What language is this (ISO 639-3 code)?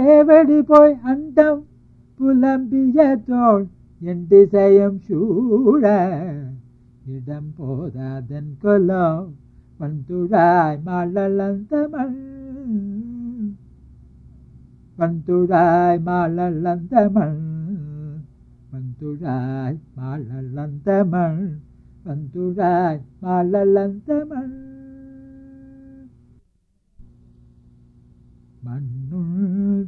tam